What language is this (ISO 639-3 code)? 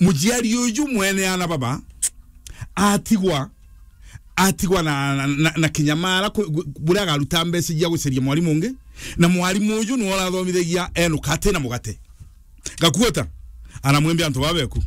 mer